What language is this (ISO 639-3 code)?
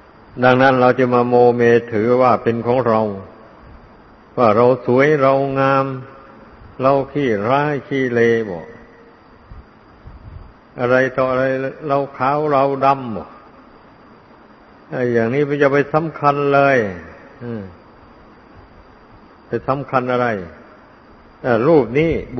tha